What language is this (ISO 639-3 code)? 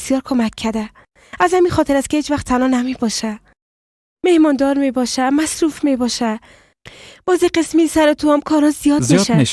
fas